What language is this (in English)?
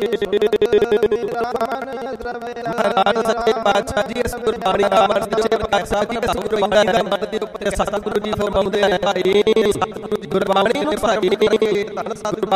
Punjabi